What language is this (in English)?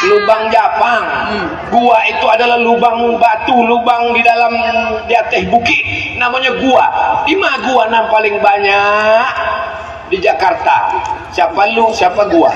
Minangkabau